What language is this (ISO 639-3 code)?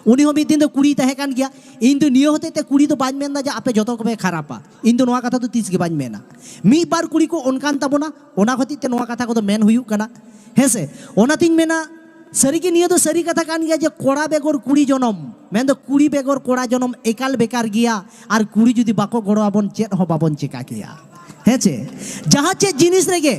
sat